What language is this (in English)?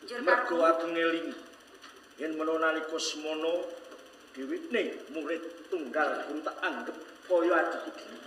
Javanese